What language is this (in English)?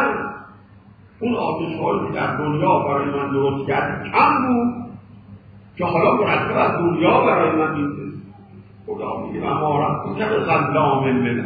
Persian